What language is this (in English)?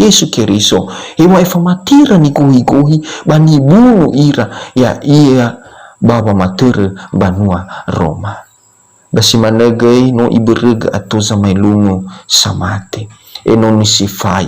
Nias